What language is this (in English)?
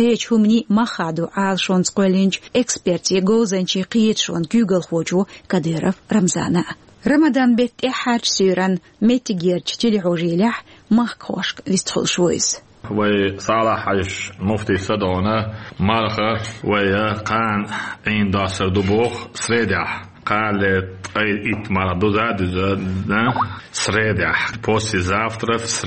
Chechen